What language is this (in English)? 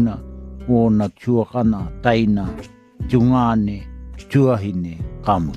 Māori